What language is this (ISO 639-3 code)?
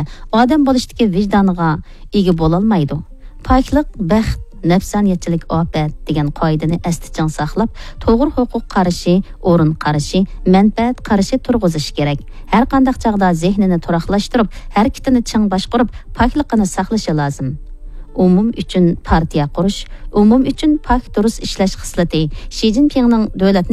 uig